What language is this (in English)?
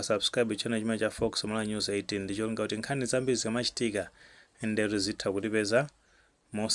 Nyanja